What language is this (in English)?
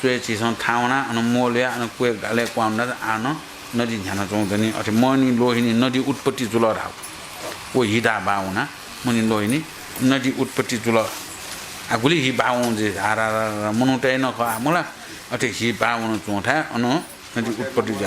Newari